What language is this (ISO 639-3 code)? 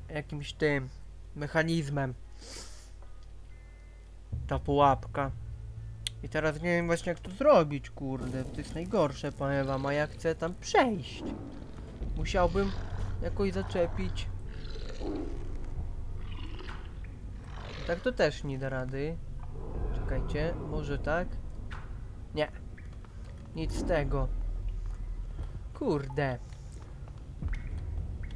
pol